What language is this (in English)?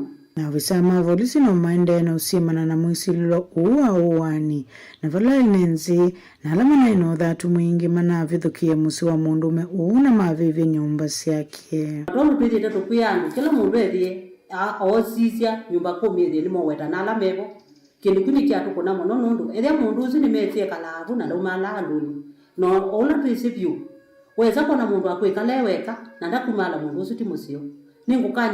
Kamba